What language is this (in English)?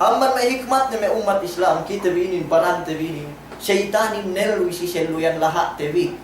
Yakan